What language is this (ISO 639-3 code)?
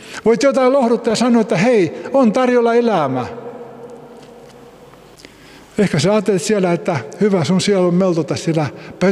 fin